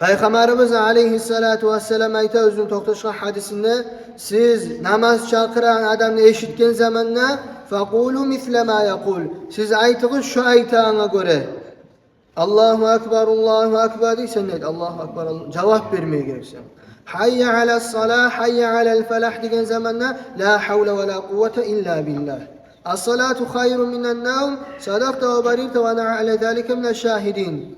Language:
Kumyk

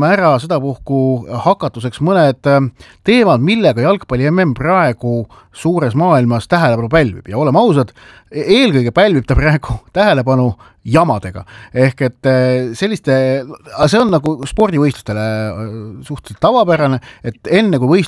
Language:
Estonian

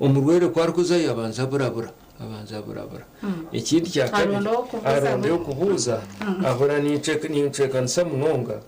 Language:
Nyankole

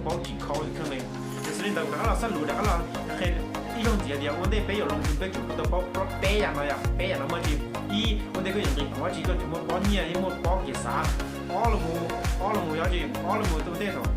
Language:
Hmong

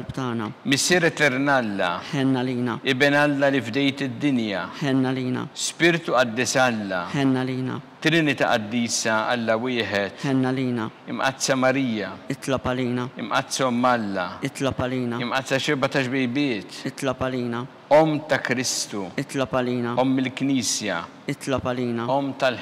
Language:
Maltese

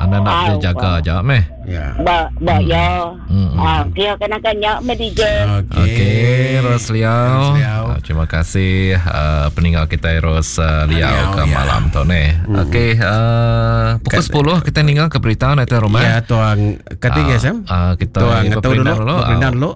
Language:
Iban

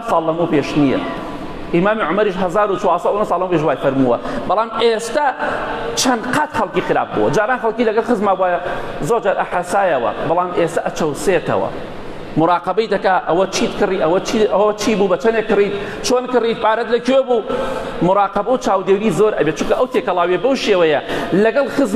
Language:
Central Kurdish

